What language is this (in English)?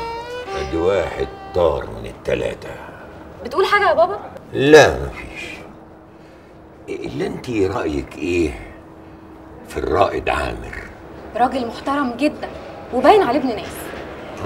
Egyptian Arabic